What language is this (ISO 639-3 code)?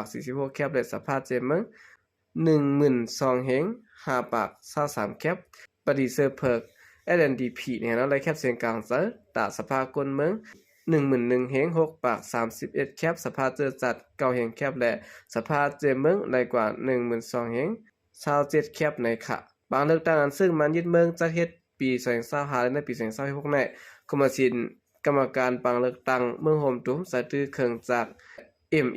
shn